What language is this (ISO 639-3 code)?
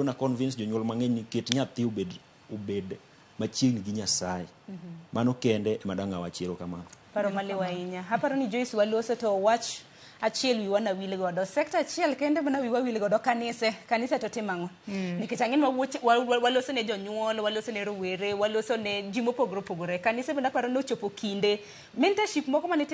luo